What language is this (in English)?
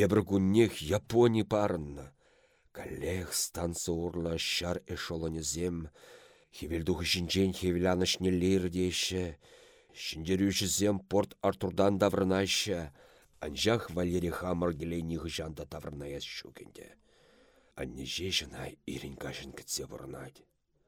Chuvash